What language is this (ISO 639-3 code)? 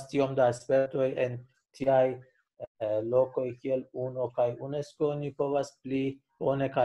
epo